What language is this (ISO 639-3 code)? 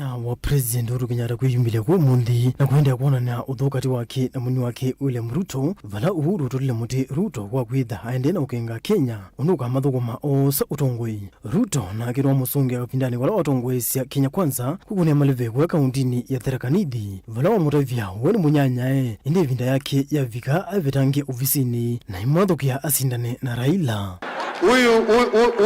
kam